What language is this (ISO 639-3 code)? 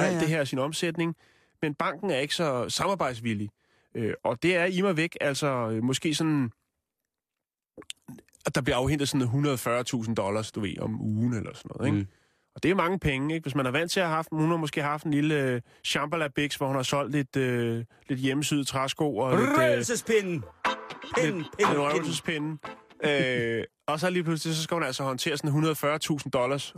dan